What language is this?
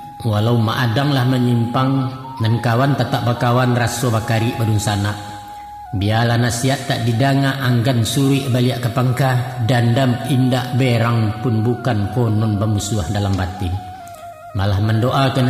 Minangkabau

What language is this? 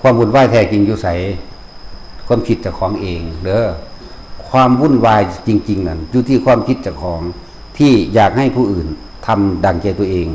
Northeastern Thai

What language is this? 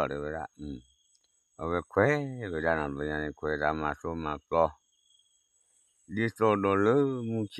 S'gaw Karen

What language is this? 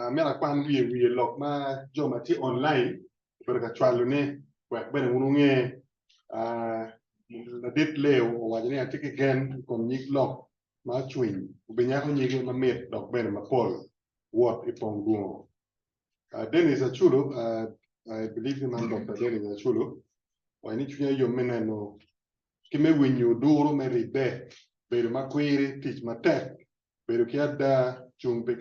Acoli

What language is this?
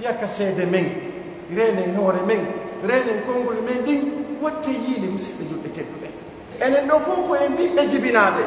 Pular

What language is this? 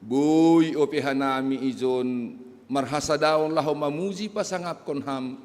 Batak Simalungun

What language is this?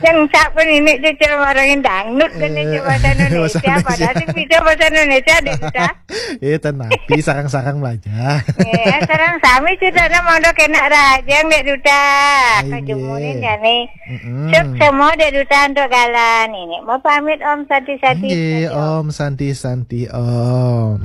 Balinese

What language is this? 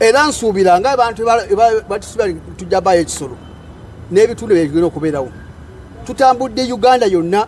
Ganda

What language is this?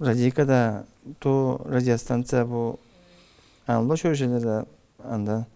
Karachay-Balkar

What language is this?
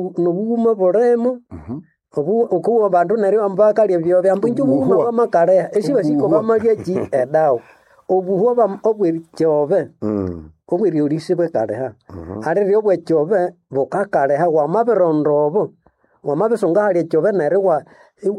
Nande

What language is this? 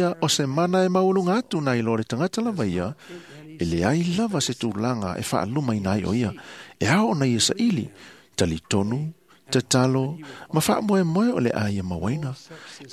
Samoan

